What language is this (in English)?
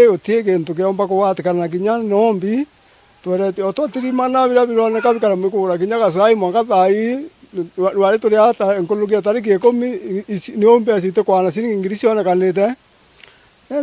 Meru